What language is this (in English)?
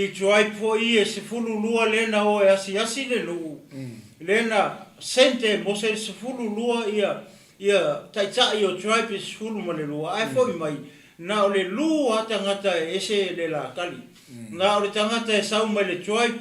Samoan